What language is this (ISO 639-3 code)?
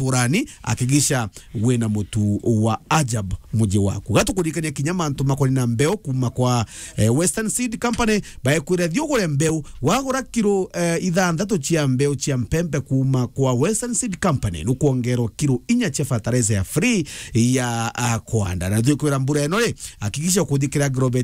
mer